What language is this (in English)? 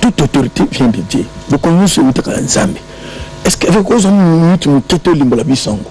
Lingala